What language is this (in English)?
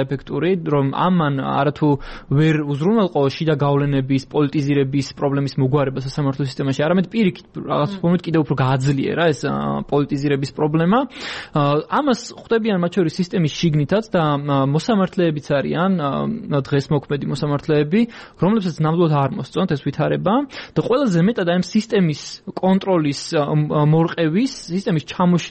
Georgian